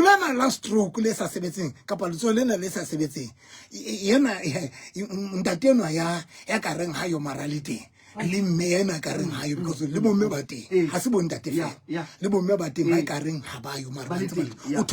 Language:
Southern Sotho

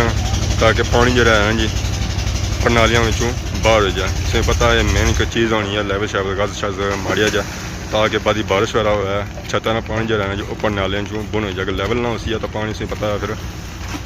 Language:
Pahari-Potwari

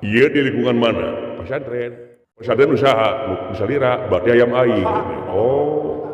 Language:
Sundanese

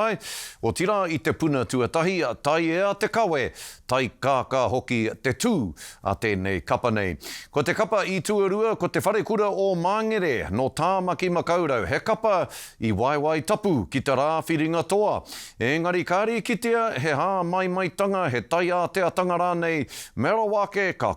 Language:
Māori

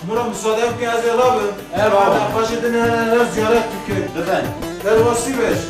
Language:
Kurdish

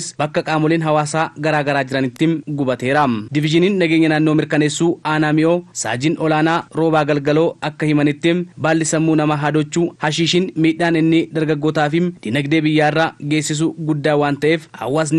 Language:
Oromo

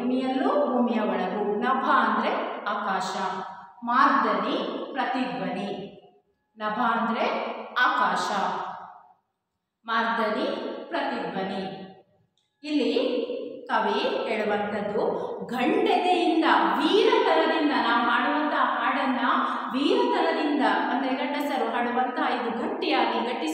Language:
Kannada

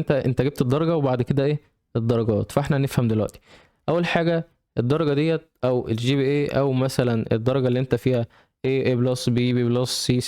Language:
Egyptian Arabic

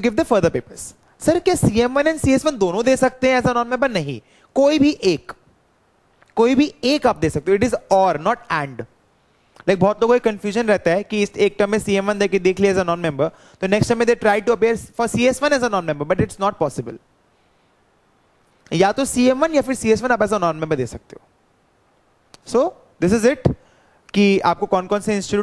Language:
Hindi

